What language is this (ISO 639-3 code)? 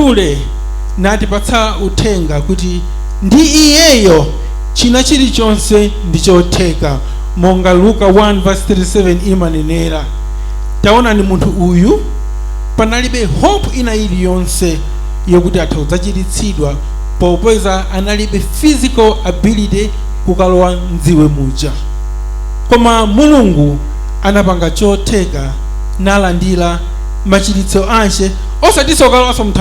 nya